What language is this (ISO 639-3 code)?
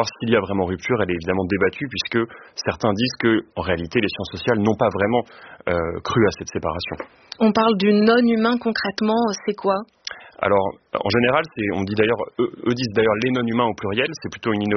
fra